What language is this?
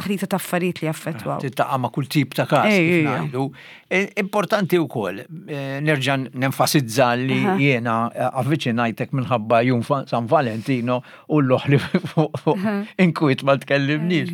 Maltese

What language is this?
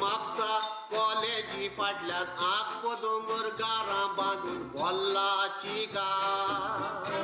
Konkani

